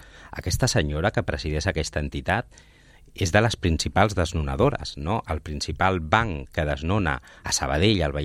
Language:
Catalan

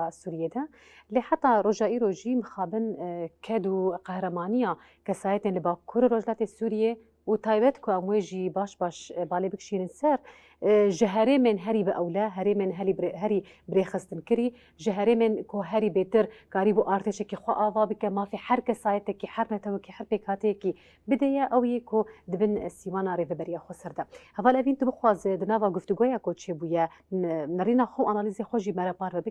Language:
Kurdish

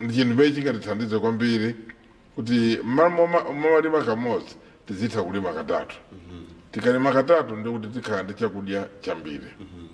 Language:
Nyanja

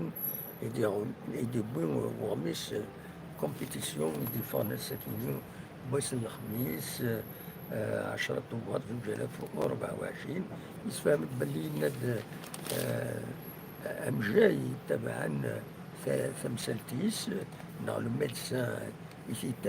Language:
Kabyle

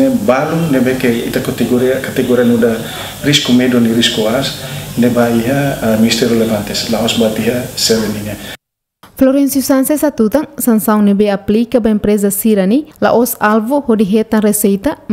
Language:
Tetum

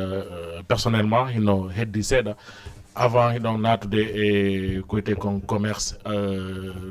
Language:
Fula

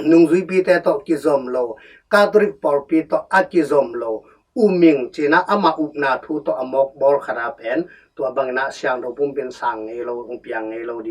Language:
Tedim Chin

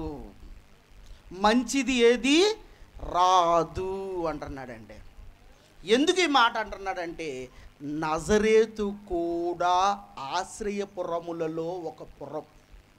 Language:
Telugu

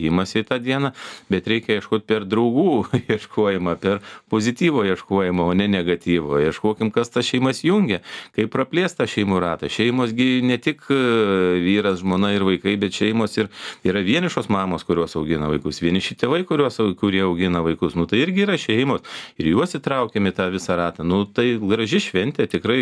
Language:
Lithuanian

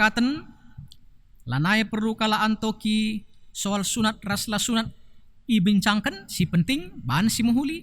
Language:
Batak Karo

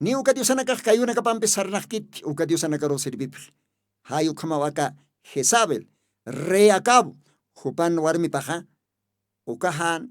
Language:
Aymara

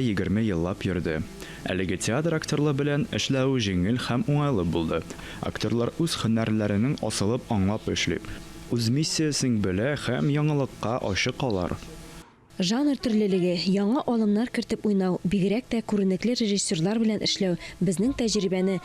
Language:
Tatar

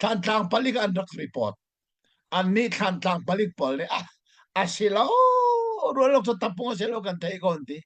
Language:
Hakha Chin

